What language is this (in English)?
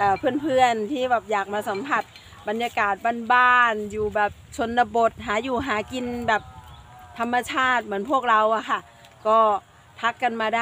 Thai